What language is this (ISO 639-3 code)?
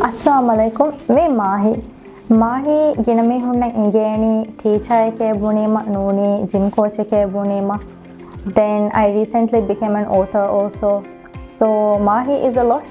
div